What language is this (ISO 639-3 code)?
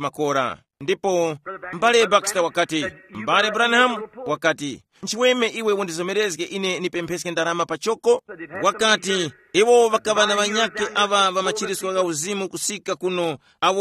tum